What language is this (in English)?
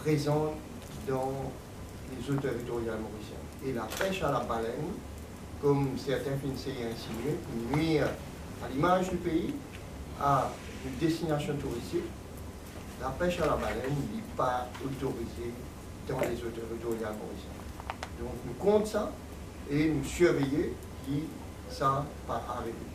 Morisyen